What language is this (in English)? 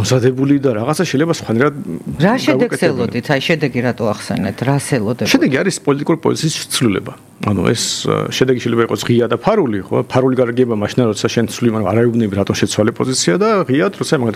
Georgian